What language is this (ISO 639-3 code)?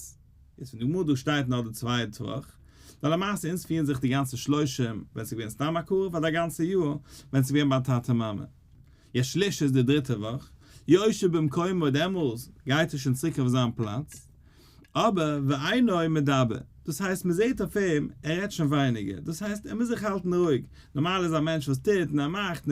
yid